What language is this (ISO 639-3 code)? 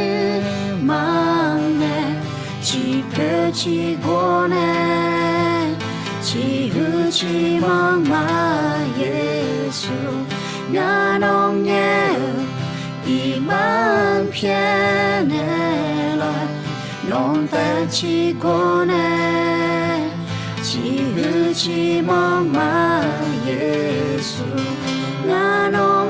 ahk